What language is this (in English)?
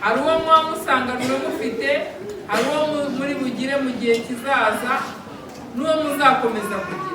Kinyarwanda